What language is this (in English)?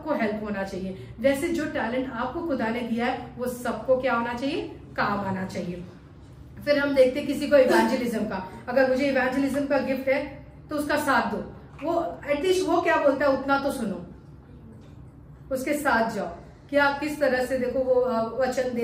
Hindi